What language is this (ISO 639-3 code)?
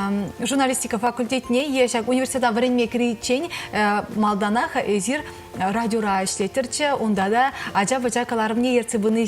chv